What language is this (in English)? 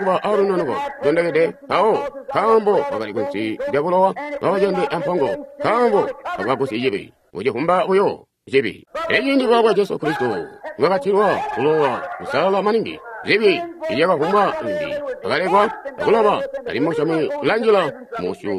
Tonga (Zambia)